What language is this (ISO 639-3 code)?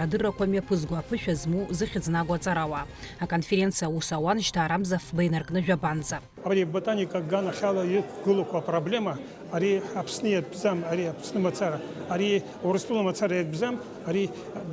abk